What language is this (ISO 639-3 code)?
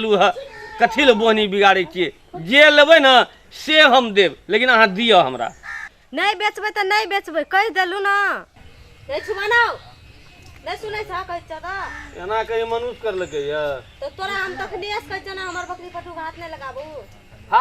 mai